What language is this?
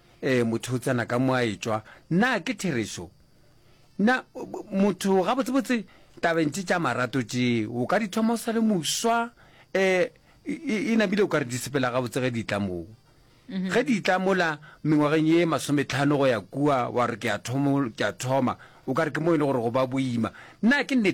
Northern Sotho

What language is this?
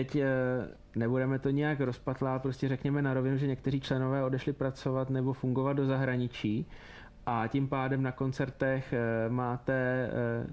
Czech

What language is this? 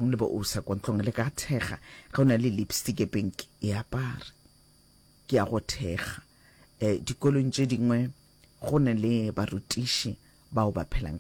Northern Sotho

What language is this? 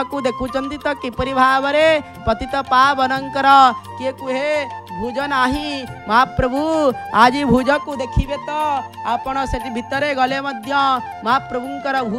Odia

